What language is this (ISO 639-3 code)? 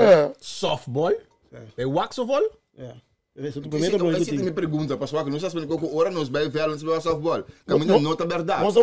pap